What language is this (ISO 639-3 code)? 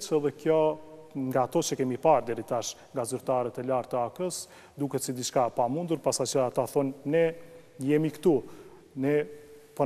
sqi